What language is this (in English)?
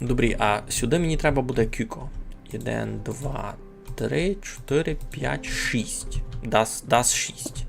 Rusyn